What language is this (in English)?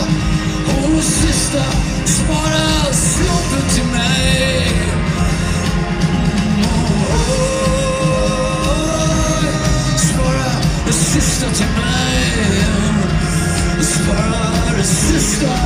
Swedish